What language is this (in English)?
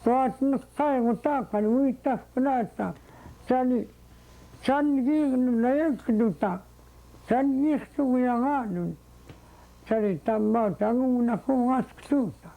Central Yupik